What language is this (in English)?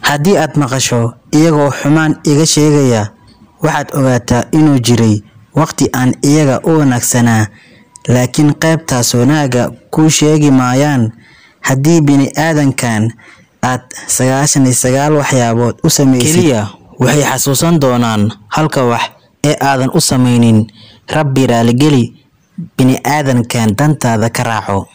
Somali